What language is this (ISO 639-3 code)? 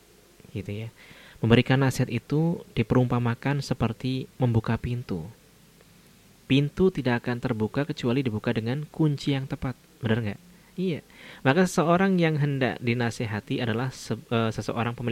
ind